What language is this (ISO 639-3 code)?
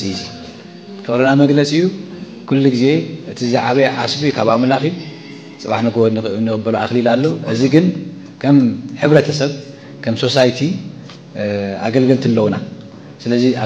tir